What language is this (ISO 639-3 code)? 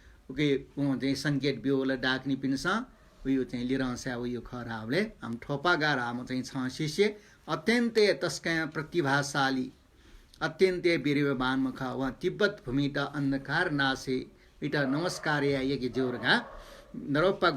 new